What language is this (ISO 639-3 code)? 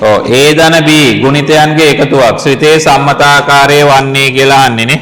sin